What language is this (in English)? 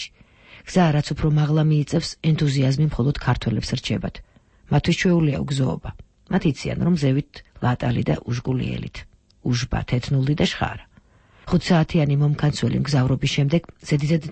Georgian